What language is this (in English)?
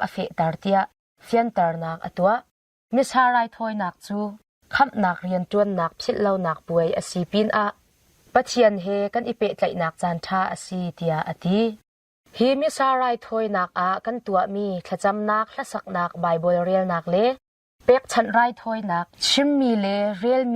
Hakha Chin